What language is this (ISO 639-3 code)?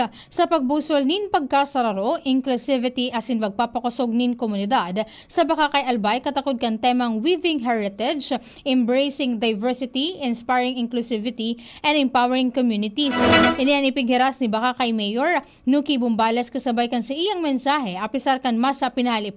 bik